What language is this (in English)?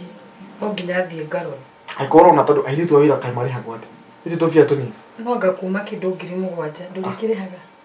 Kikuyu